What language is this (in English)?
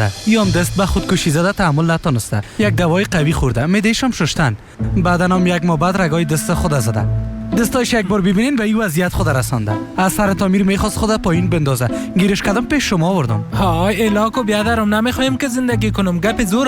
Persian